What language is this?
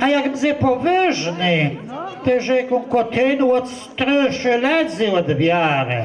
Kashubian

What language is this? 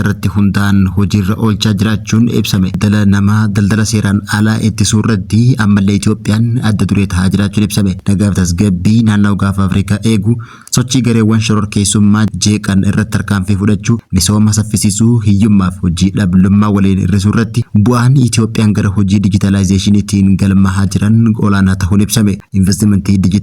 Oromo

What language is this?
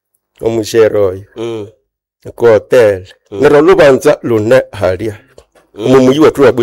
Nande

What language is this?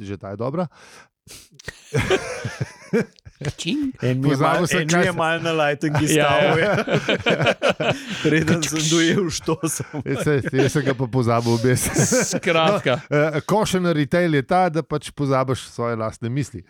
Slovenian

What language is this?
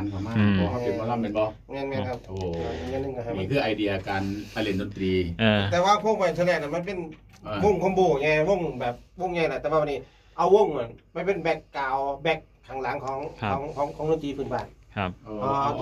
Thai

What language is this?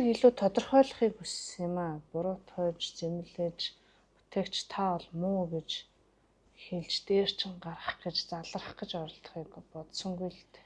Mongolian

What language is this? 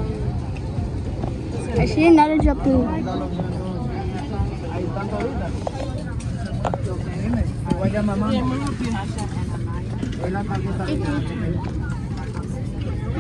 English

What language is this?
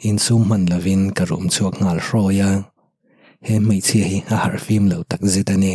Mizo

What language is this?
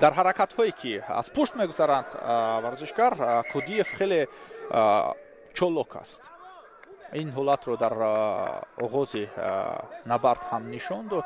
Tajik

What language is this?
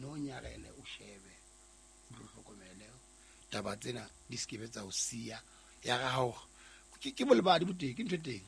Southern Sotho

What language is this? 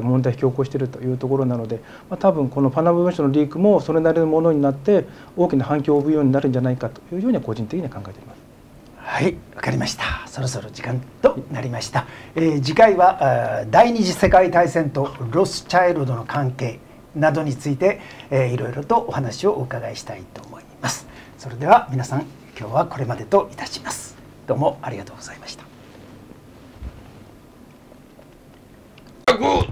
Japanese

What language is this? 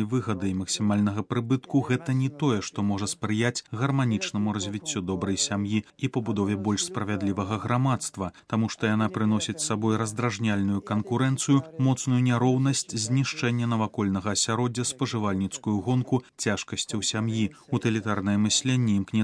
Belarusian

